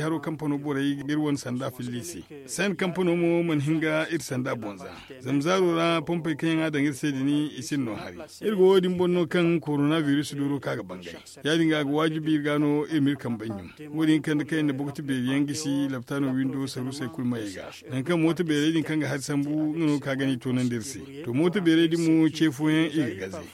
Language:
Zarma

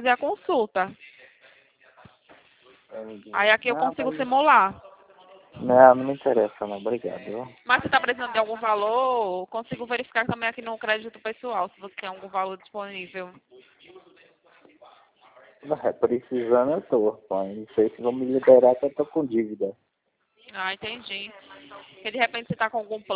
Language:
Portuguese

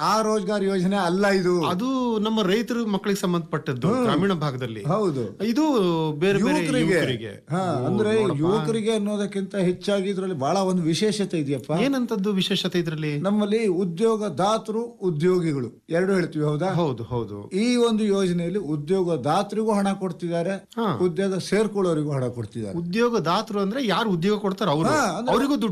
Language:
Kannada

